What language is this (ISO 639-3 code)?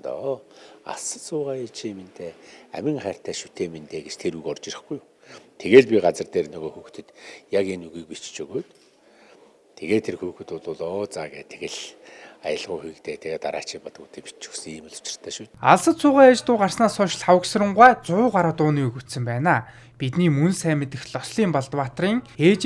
mon